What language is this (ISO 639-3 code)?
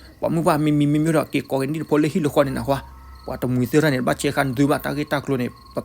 ksw